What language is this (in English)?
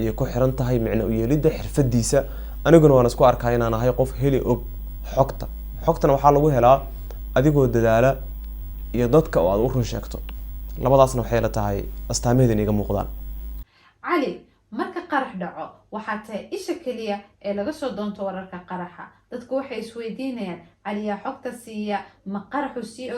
Somali